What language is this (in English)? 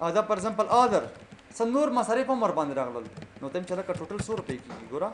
Pashto